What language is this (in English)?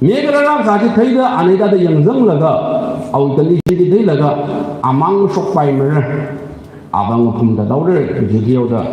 Tangkhul Naga (India)